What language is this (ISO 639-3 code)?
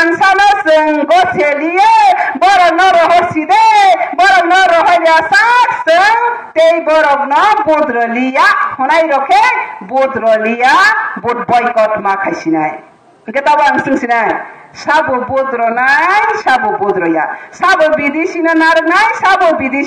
trp